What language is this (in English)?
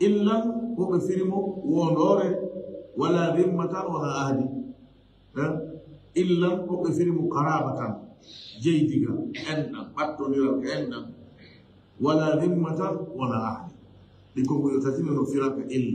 Fula